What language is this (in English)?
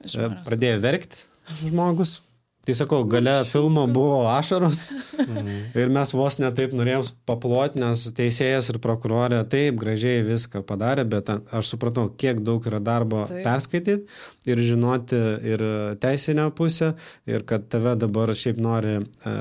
Lithuanian